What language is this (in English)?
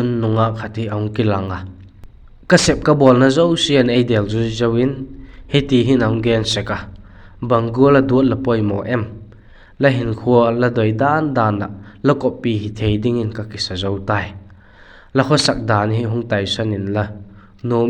Vaiphei